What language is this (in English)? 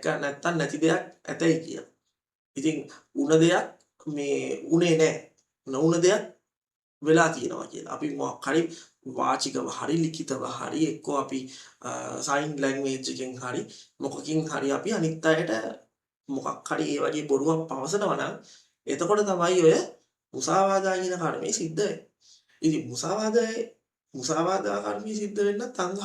Sinhala